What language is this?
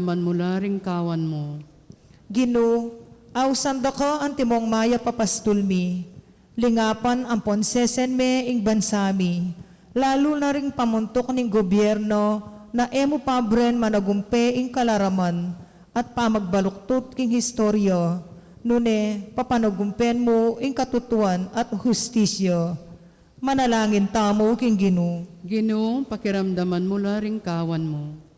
Pampanga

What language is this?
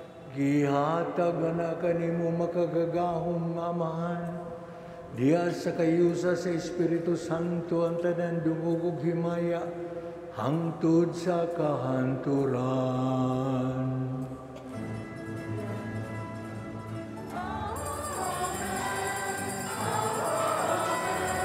Cebuano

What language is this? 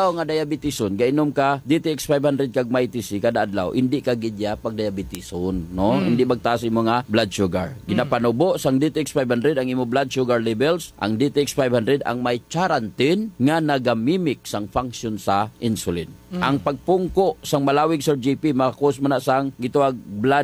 Hiligaynon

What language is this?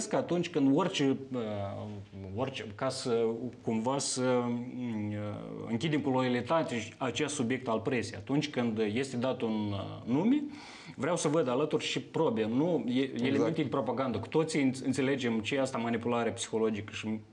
Romanian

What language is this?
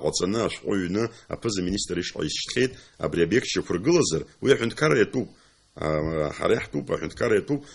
Abkhazian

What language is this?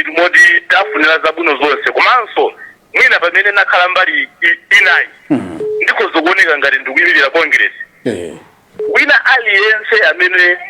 Nyanja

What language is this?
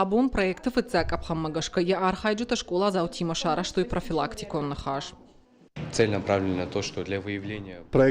Ossetic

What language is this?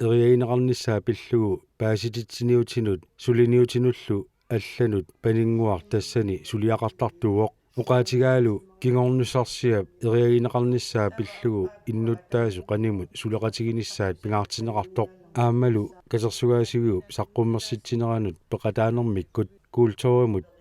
Kalaallisut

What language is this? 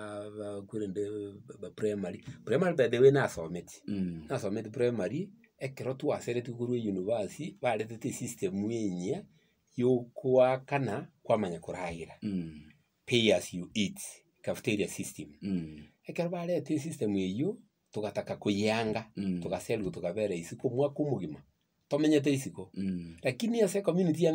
Gusii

